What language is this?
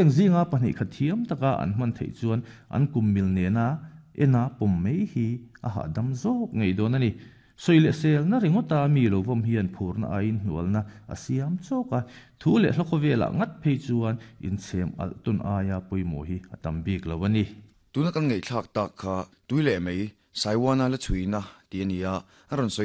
Mizo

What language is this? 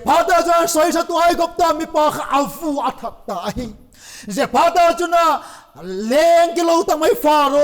Vaiphei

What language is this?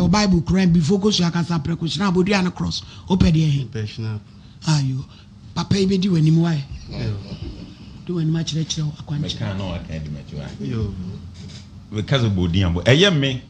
Akan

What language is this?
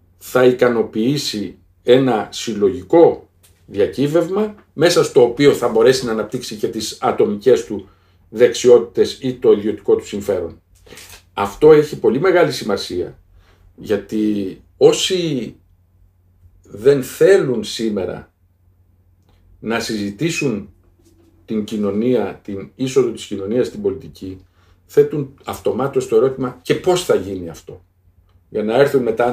Greek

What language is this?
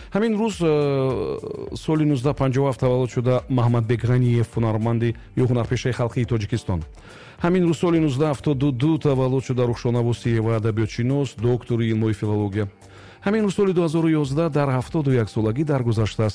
Tajik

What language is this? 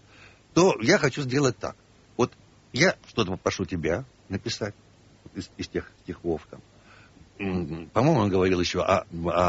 Russian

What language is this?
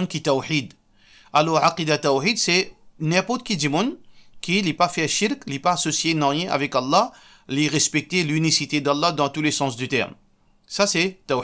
Morisyen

